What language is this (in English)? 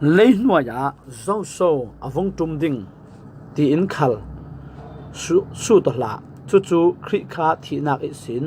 Falam Chin